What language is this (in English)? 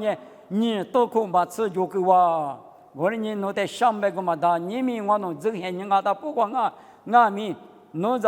Lisu